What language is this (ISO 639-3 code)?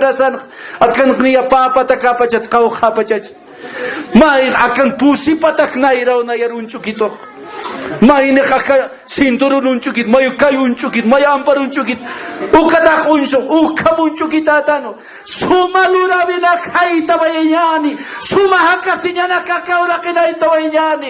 aym